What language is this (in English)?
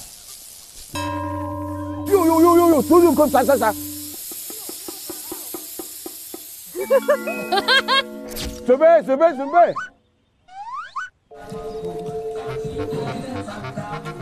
Chinese